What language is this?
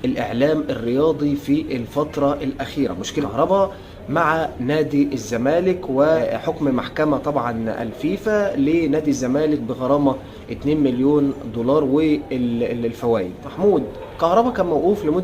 Egyptian Arabic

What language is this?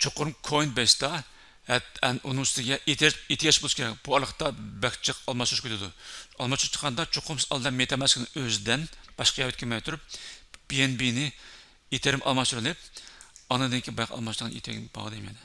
Uyghur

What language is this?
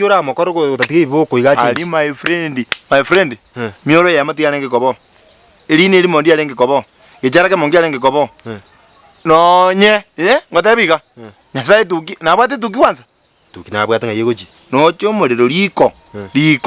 Gusii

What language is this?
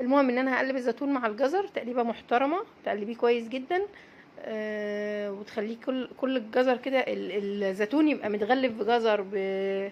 Egyptian Arabic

